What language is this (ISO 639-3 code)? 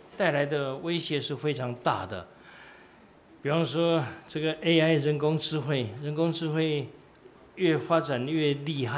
zho